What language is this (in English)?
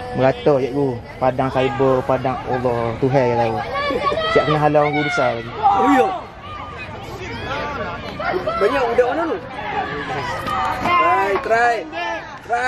Malay